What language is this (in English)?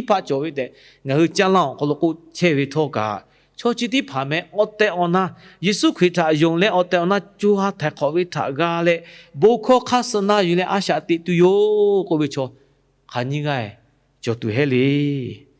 Lahu